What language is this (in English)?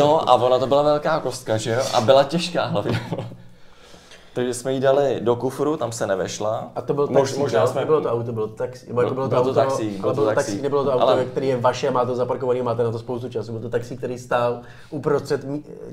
Czech